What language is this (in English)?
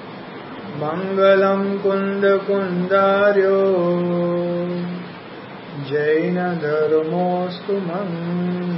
Gujarati